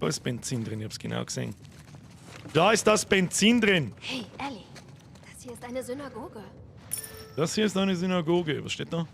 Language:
Bavarian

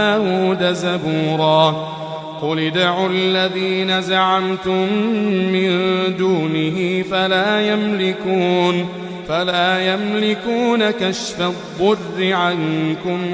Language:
Arabic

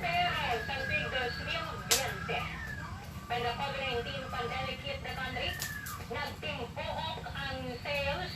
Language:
Hiligaynon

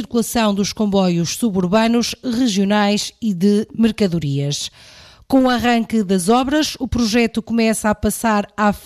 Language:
Portuguese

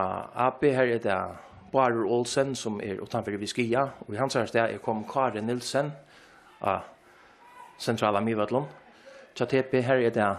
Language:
Faroese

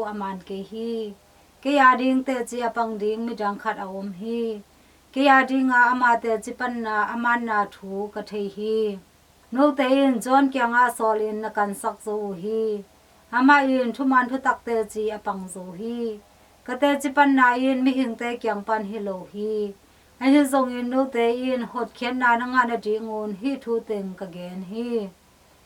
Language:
Tedim Chin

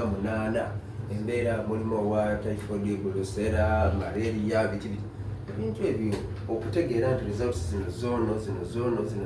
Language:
Soga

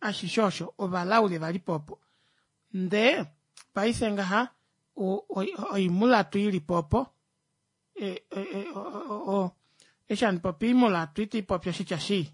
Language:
Kuanyama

